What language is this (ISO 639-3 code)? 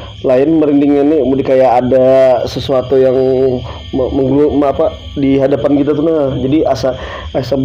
bjn